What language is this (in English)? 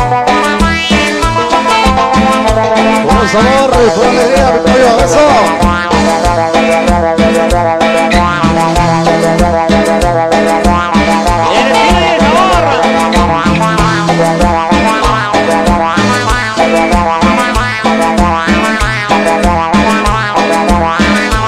Spanish